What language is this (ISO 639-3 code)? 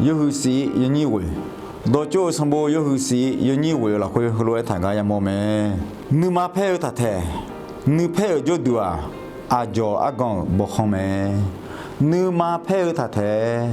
ahk